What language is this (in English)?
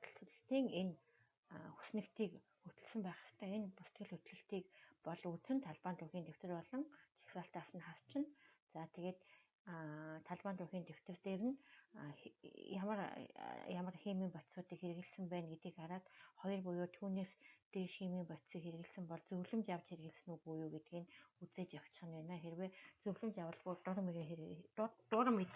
Mongolian